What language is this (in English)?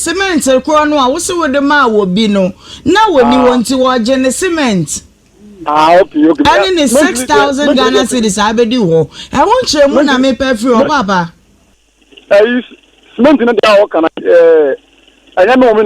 Akan